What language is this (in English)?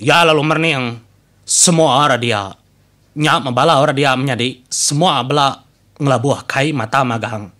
Iban